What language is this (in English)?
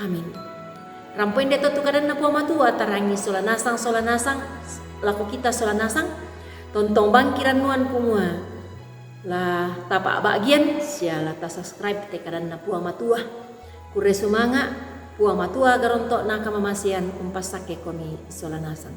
Toraja-Sa'dan